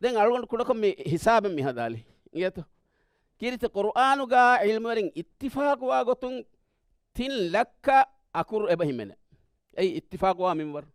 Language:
Divehi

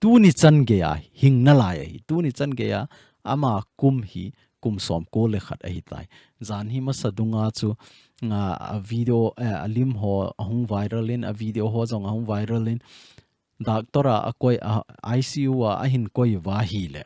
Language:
Thado Chin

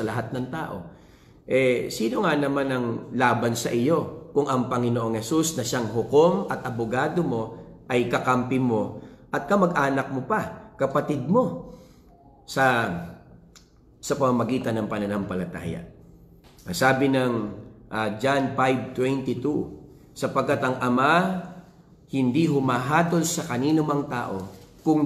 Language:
Filipino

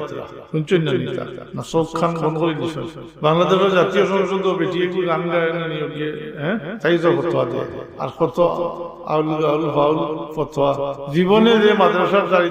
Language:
Sylheti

